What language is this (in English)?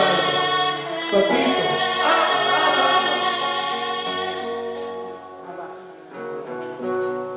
Spanish